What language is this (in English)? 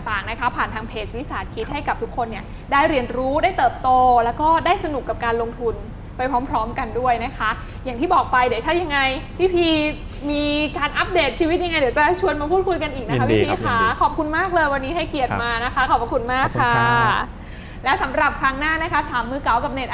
Thai